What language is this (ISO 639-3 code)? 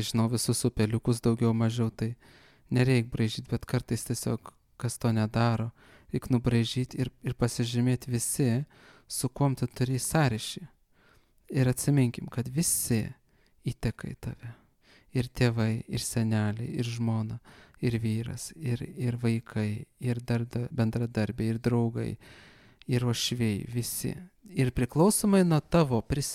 lit